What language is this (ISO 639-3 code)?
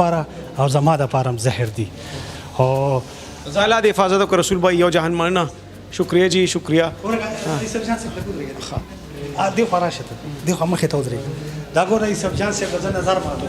pus